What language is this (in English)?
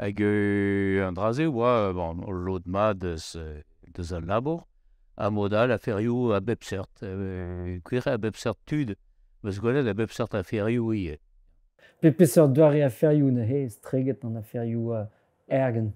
Breton